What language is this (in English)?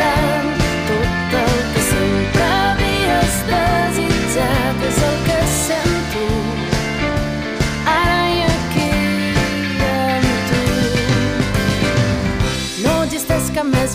Catalan